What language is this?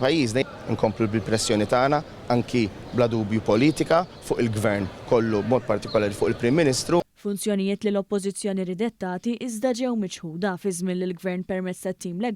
Maltese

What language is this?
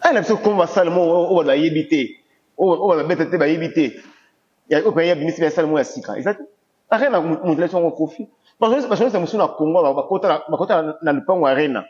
Lingala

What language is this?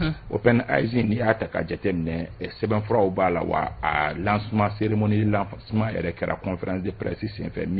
Bambara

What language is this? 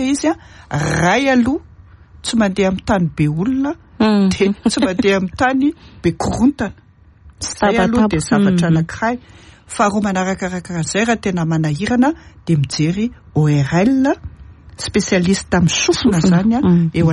Malagasy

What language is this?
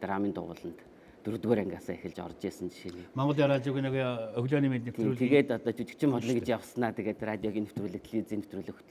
Mongolian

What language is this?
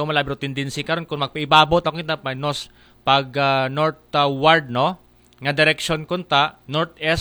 Aklanon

